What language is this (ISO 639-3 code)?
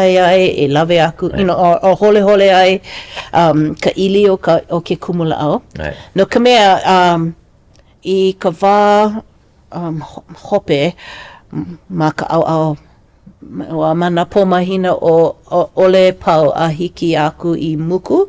haw